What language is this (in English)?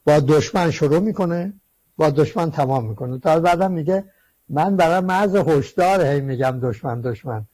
Persian